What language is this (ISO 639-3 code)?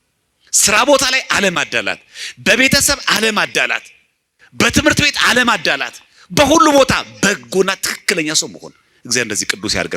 amh